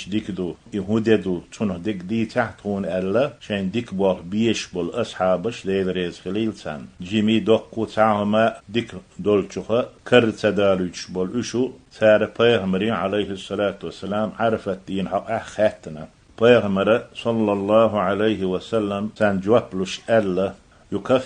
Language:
Chechen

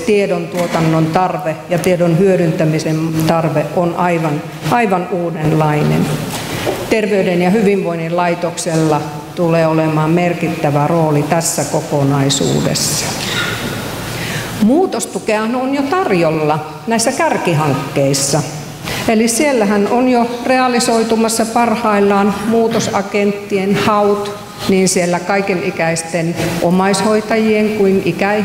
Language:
Finnish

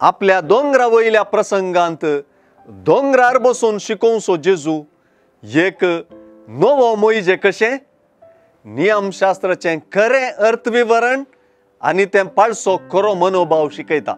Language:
Konkani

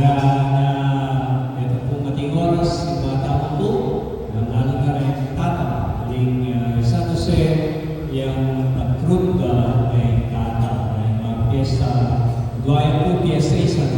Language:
Pampanga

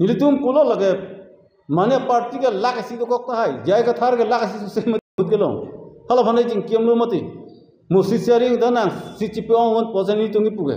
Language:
Karbi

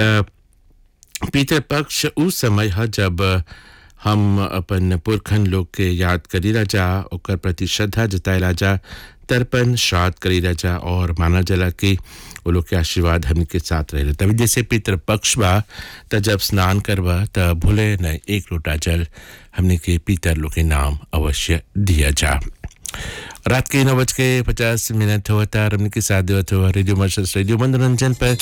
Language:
Bhojpuri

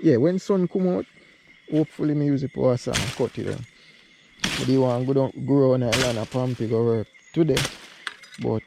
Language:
Jamaican Creole English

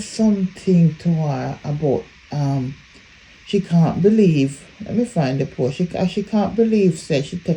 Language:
Jamaican Creole English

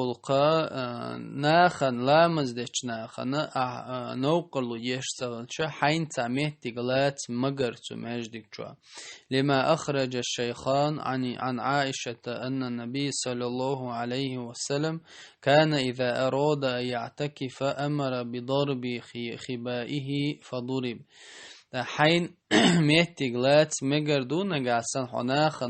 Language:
Chechen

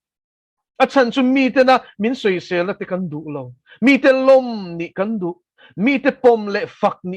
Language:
Mizo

